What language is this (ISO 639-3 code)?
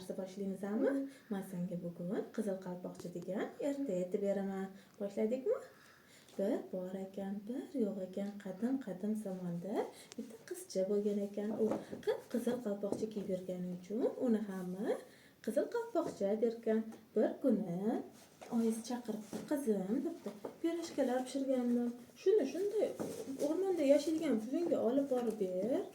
uzb